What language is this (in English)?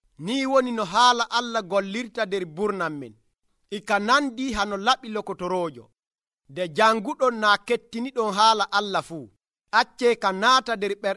Nigerian Fulfulde